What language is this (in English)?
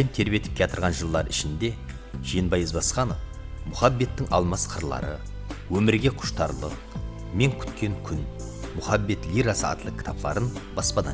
Kara-Kalpak